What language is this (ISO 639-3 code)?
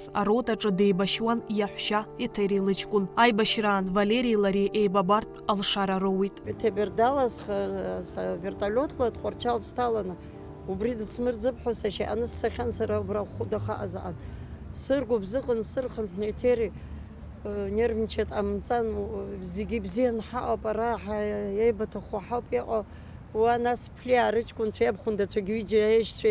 abk